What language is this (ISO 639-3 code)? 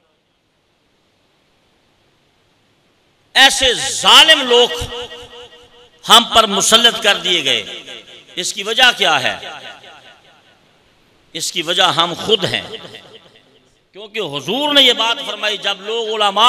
urd